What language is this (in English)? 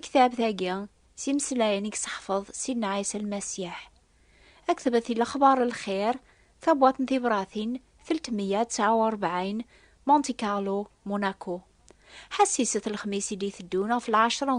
Kabyle